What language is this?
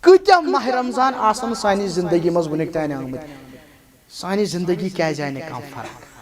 Kashmiri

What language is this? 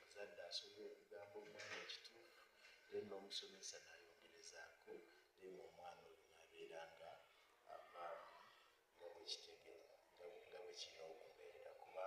Ganda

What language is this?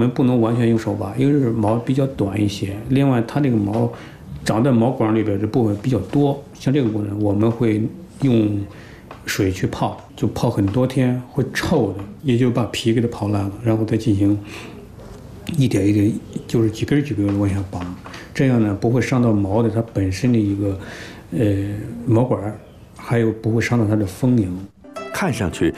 Chinese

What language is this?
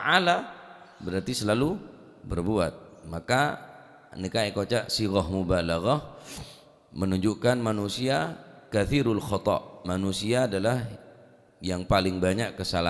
Madurese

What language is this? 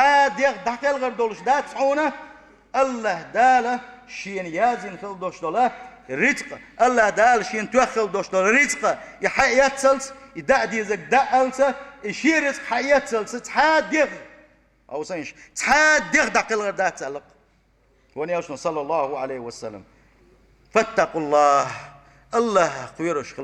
Chechen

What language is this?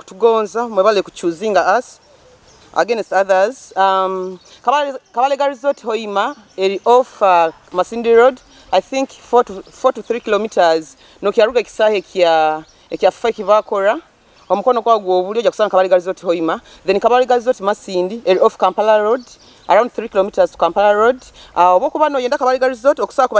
Nyoro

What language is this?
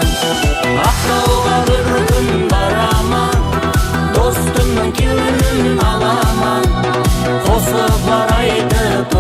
Kara-Kalpak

